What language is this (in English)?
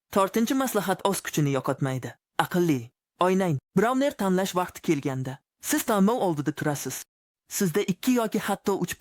Uzbek